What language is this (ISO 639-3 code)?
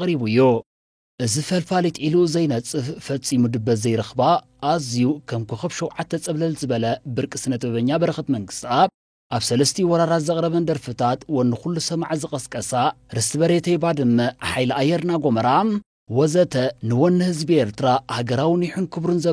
tir